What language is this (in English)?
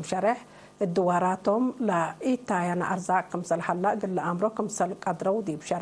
Tigre